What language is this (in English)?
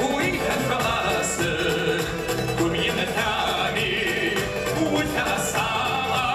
Kabardian